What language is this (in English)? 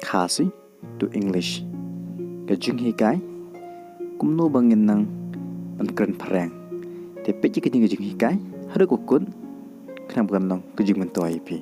Khasi